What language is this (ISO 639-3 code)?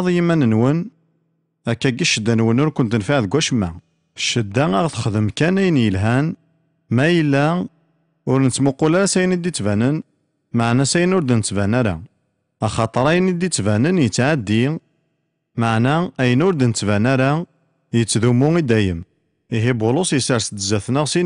kab